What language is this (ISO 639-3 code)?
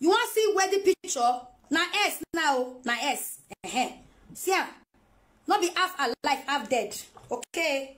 pcm